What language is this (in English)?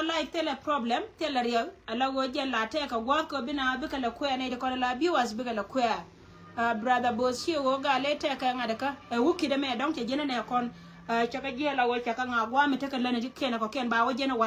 Nuer